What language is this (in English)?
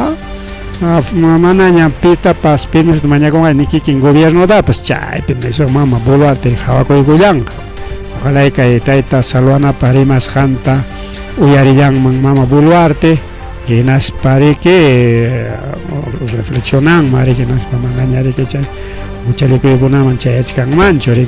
Ayacucho Quechua